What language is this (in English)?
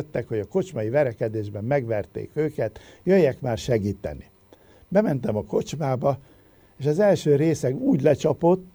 Hungarian